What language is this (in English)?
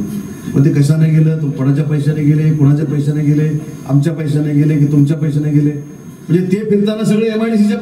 Marathi